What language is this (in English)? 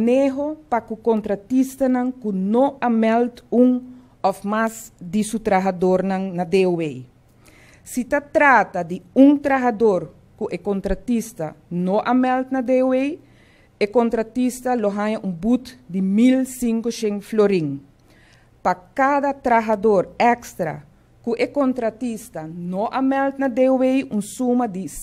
Papiamento